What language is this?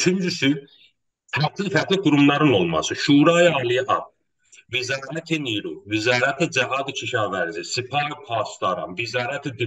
South Azerbaijani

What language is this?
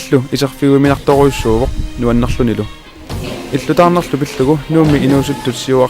Kalaallisut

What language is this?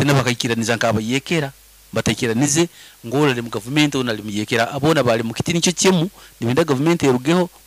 Nyoro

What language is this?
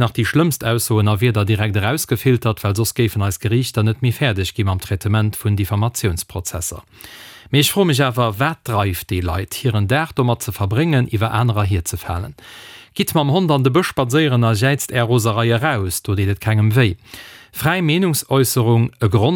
Luxembourgish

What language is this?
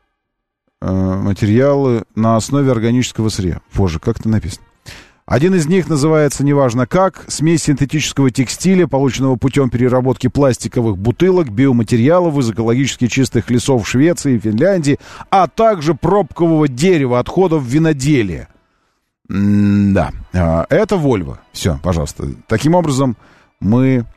Russian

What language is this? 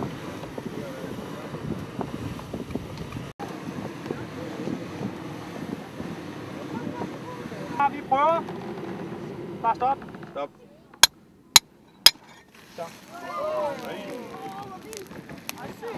Danish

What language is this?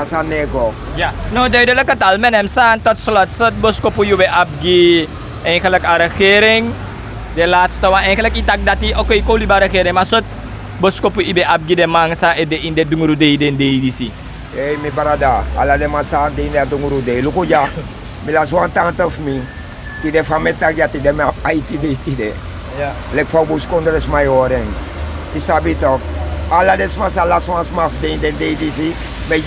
Sranan Tongo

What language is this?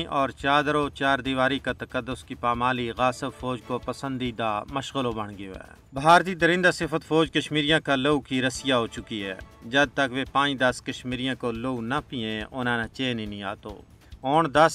Gujari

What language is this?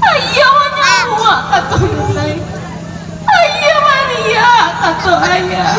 Minangkabau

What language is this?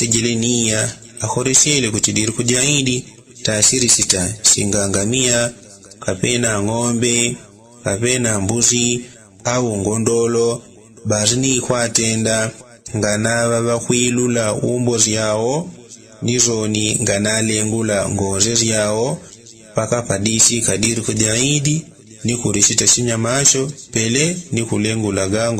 Yao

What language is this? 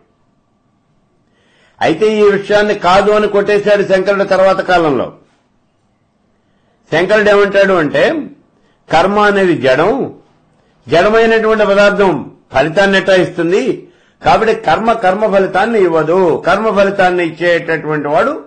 Telugu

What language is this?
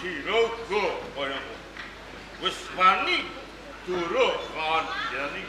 Javanese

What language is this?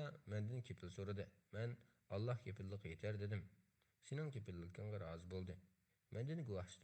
Uyghur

